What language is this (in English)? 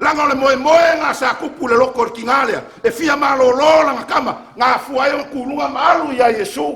Samoan